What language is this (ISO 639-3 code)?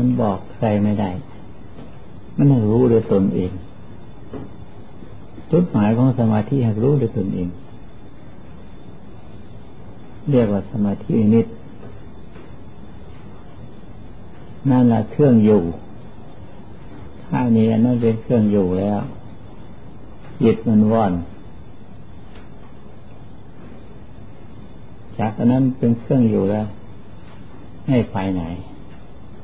tha